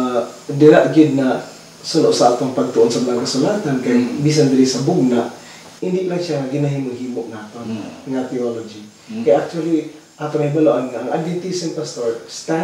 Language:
Hiligaynon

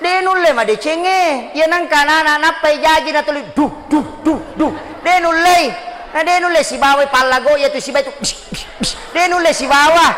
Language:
Buginese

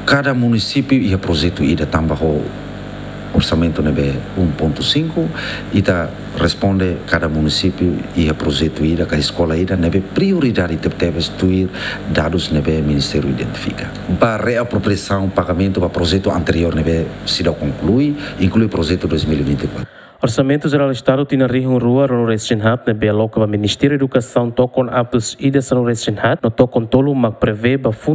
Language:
Tetum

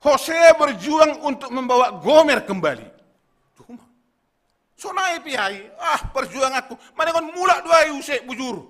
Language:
Batak Simalungun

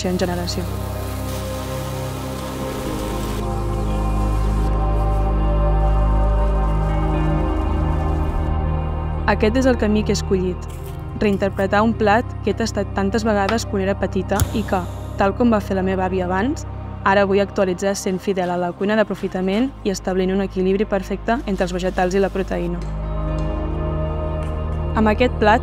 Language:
Catalan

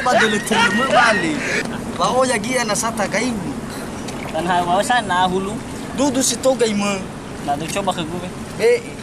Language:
Nias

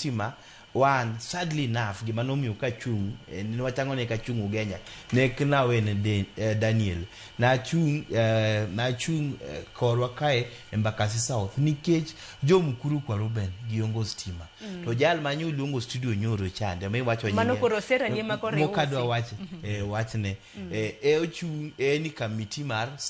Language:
Luo (Kenya and Tanzania)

